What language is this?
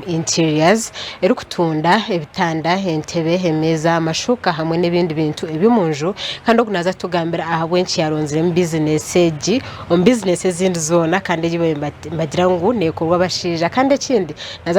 Nyankole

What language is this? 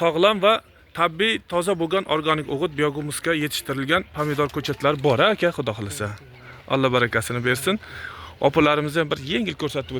Uzbek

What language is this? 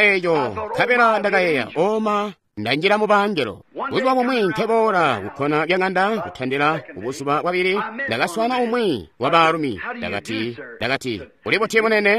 Tonga (Zambia)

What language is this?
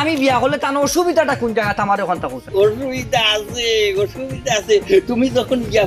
Sylheti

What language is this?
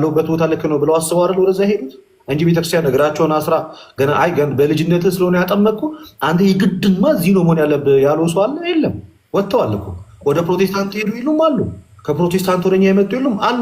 Amharic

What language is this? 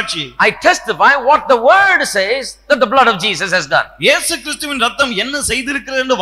Tamil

